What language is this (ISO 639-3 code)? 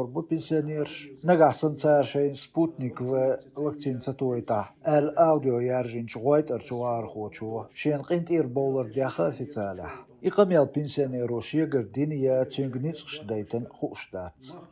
che